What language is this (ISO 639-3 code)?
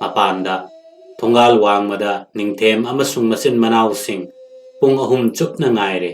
mni